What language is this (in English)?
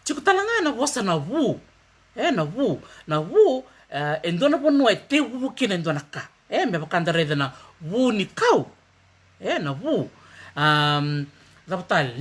Fijian